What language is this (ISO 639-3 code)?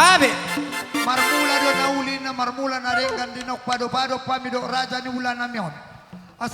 bbc